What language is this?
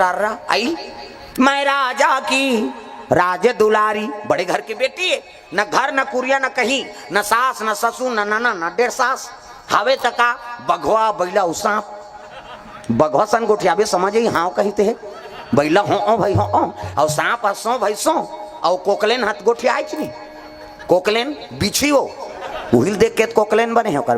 Chhattisgarhi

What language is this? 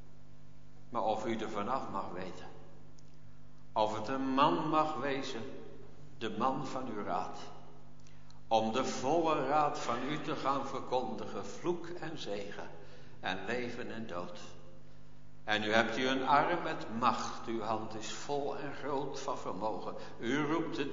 Dutch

